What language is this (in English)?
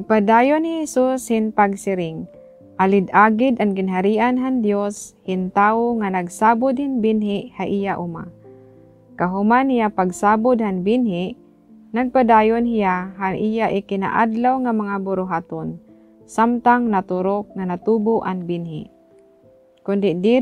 Waray